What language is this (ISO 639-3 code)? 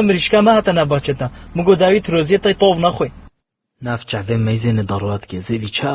kur